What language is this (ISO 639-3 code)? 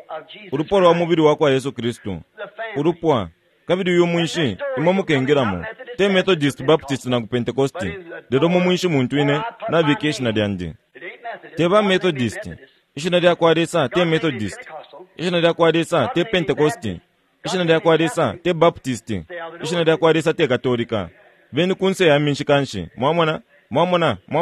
bem